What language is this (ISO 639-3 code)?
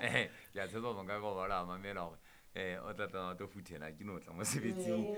sot